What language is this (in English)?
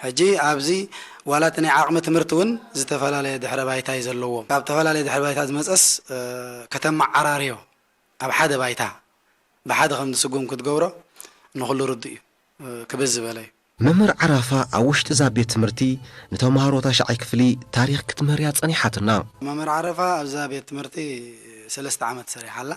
Tigrinya